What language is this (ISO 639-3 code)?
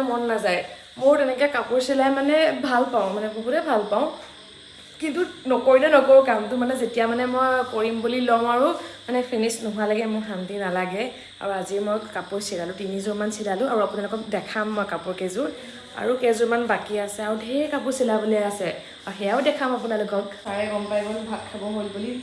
asm